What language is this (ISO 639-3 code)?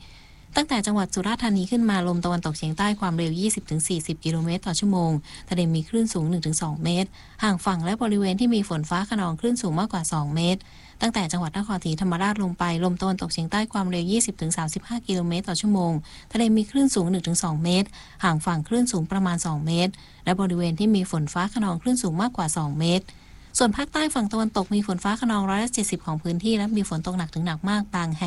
tha